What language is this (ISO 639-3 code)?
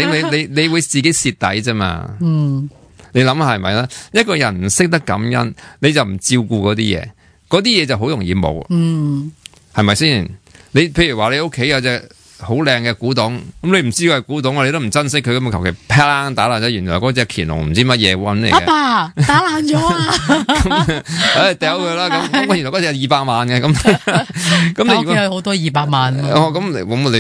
yue